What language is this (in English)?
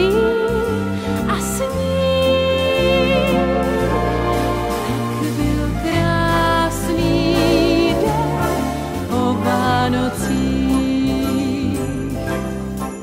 Czech